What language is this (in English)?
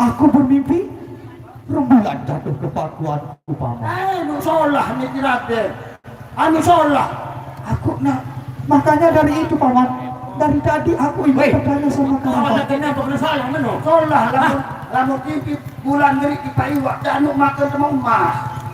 Sasak